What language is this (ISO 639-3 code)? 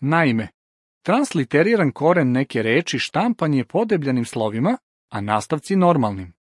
srp